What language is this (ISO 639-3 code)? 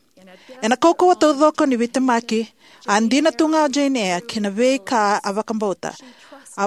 fij